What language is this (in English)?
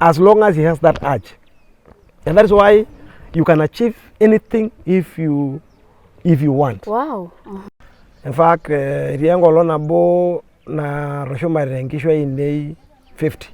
Masai